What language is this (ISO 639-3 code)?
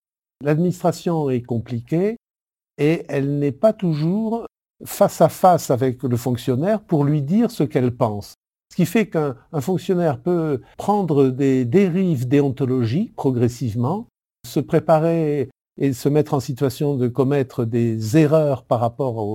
fra